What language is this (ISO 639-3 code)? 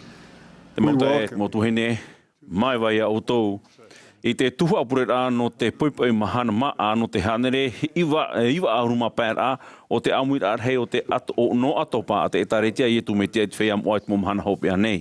tah